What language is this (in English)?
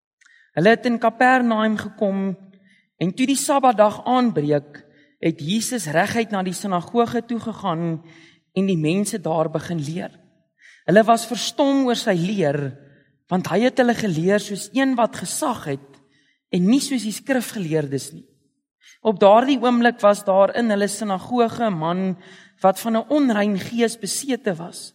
Afrikaans